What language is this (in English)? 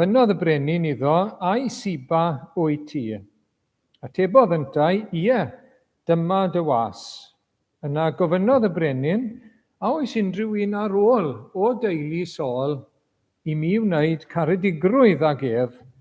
Welsh